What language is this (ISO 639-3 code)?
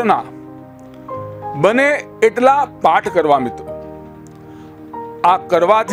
guj